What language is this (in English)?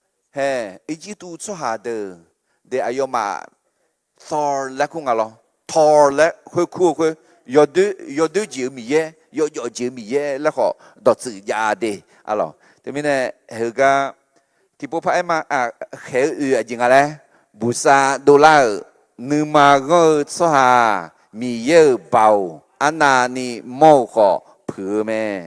Akha